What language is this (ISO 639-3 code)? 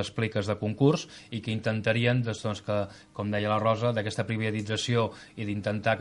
cat